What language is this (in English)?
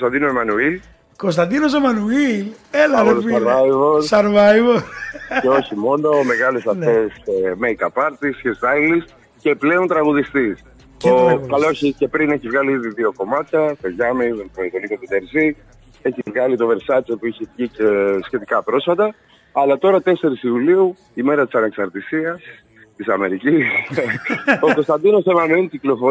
Greek